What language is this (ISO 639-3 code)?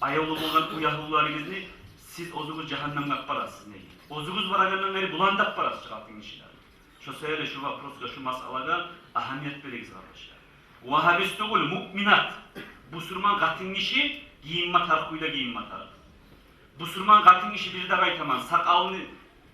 kum